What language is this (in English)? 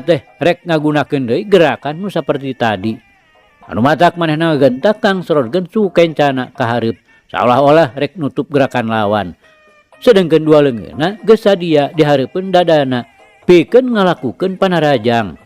Sundanese